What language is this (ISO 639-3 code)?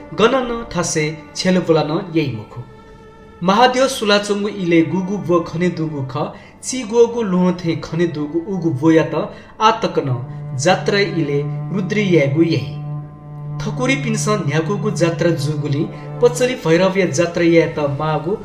new